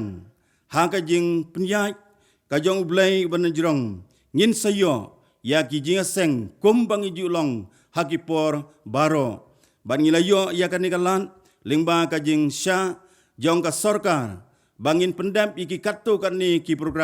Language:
Khasi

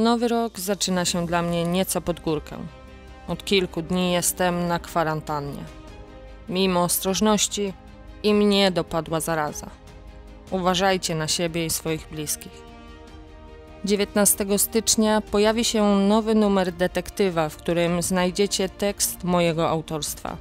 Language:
Polish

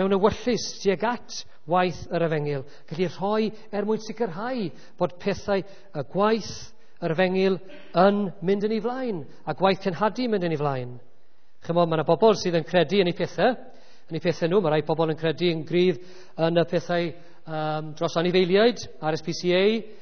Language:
Welsh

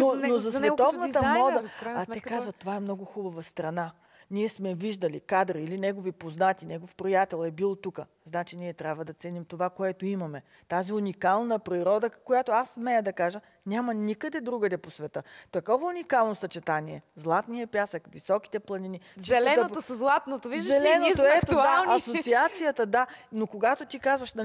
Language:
Bulgarian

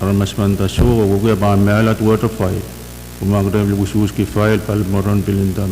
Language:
Pohnpeian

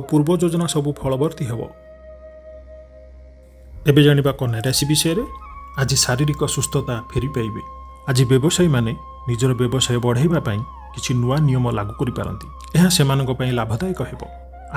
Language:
Odia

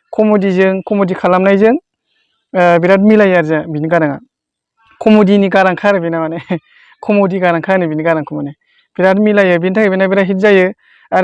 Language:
Bodo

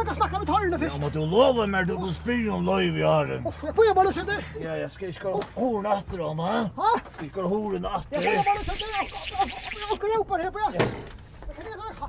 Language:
Faroese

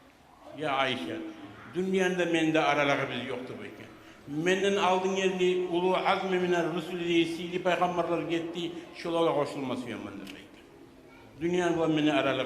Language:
Kumyk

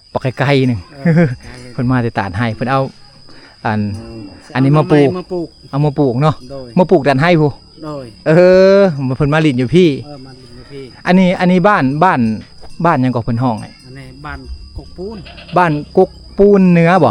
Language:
Lao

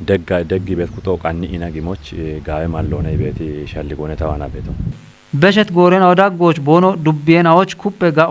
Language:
Kafa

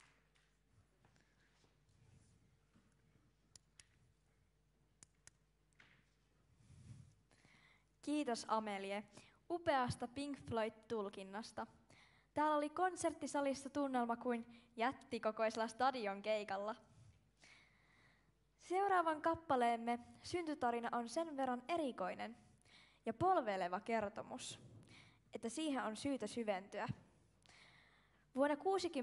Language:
Finnish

